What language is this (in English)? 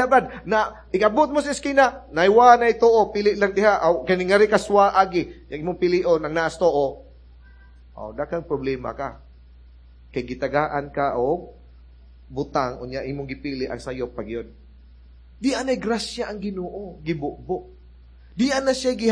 Cebuano